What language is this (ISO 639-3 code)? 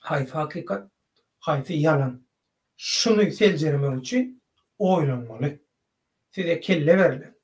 tuk